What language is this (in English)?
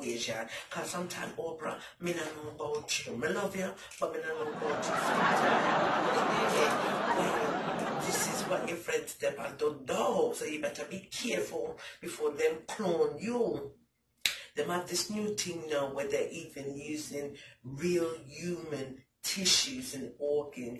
Jamaican Creole English